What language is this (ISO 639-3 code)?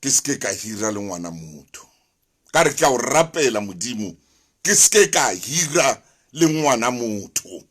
sot